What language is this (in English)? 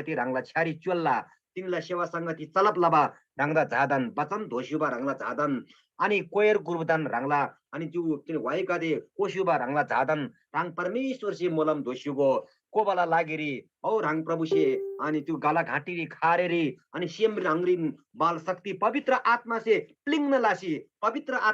Eastern Tamang